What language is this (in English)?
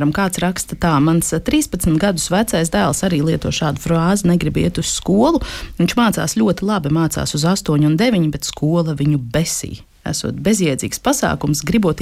Latvian